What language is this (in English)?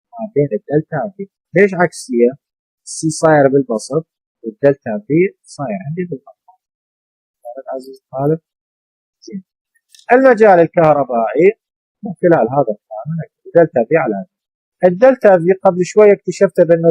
Mesopotamian Arabic